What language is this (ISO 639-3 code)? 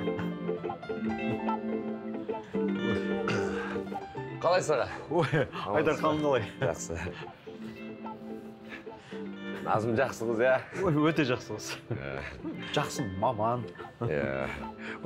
kaz